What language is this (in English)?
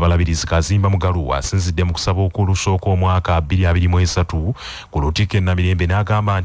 Ganda